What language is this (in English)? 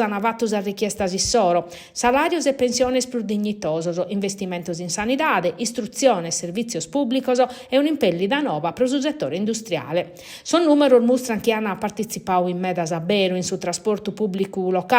Sardinian